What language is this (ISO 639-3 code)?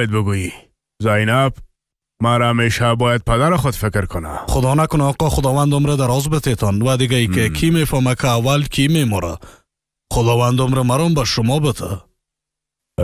fas